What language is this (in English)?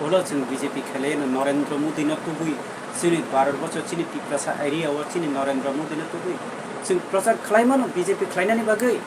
Kok Borok